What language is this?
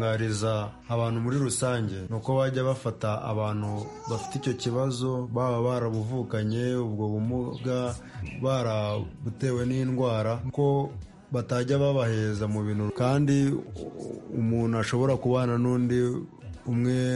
Kinyarwanda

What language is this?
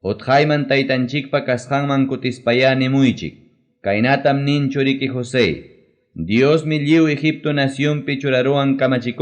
Ayacucho Quechua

